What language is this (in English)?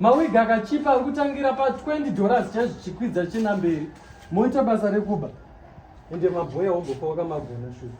Shona